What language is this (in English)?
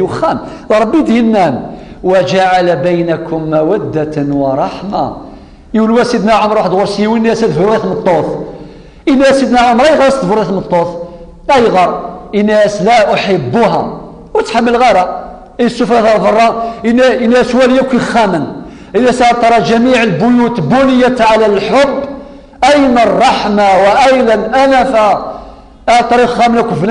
Kabyle